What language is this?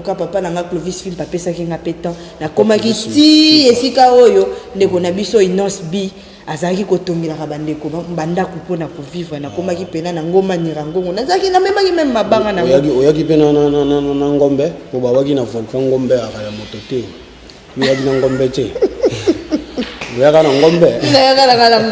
Lingala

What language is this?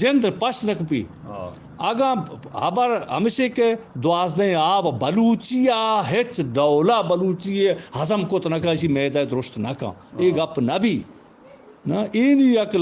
Eastern Balochi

